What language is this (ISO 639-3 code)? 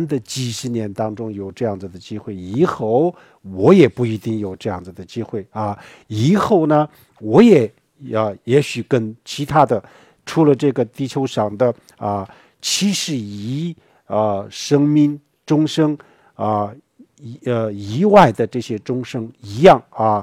zho